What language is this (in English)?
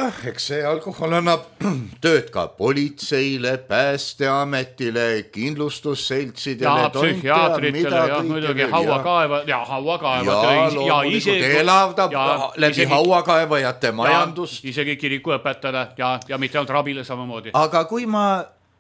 Estonian